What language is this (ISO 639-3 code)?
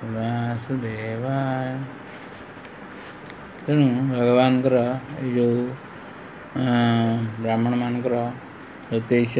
ori